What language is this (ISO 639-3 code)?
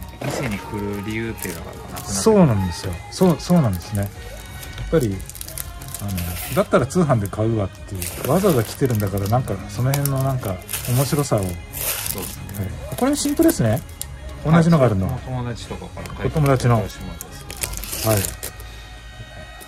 jpn